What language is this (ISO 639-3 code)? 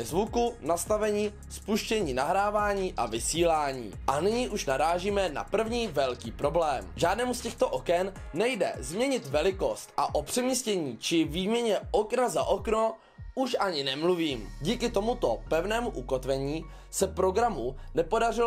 ces